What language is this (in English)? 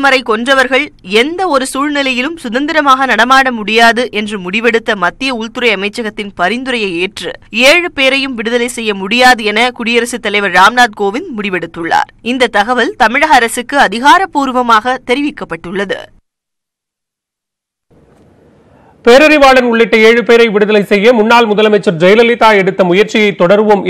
Tamil